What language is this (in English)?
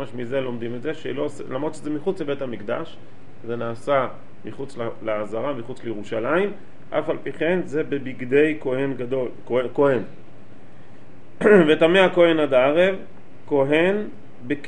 Hebrew